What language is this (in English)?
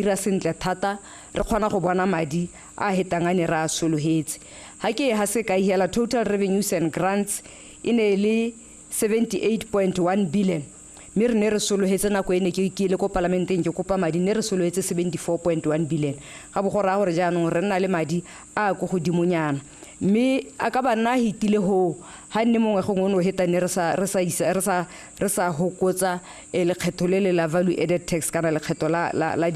Tswana